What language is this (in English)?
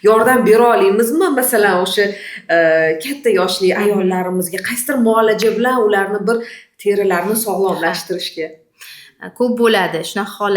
Uzbek